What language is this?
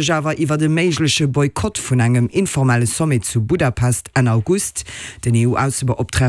Luxembourgish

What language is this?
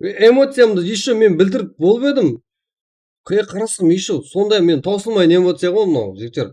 Kara-Kalpak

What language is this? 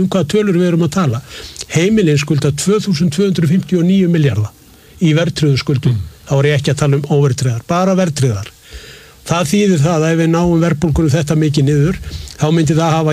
Icelandic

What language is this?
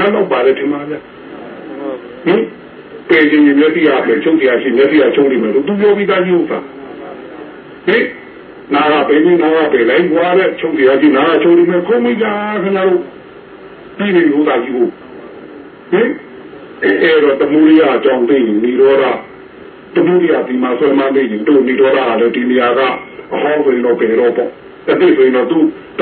Burmese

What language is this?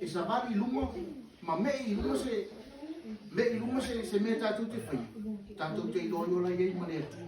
Samoan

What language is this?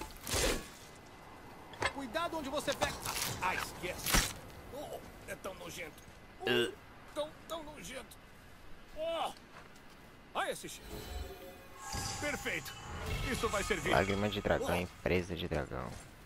Portuguese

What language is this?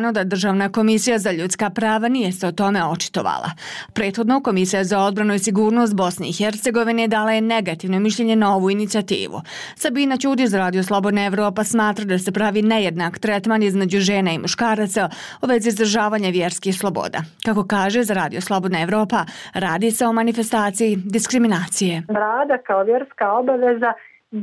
Bosnian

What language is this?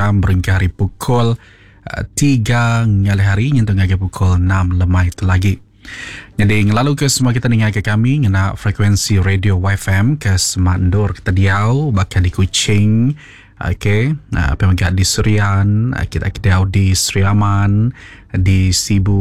Iban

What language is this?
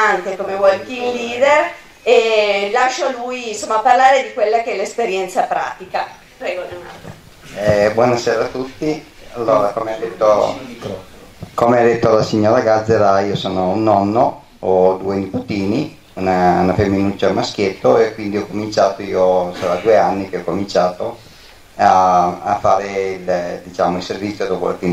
Italian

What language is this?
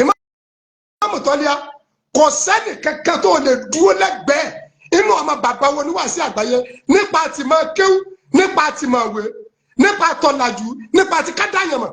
Yoruba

